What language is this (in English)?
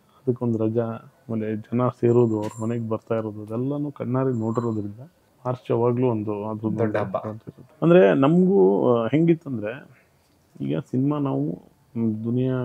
Kannada